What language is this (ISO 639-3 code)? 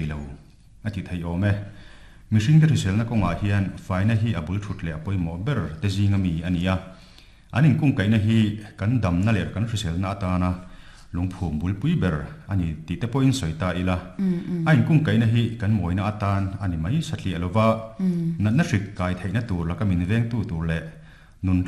lus